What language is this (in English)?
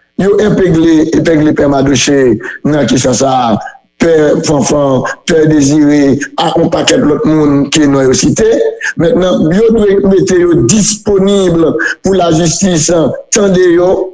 Haitian Creole